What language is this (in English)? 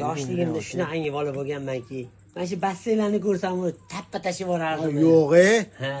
Uzbek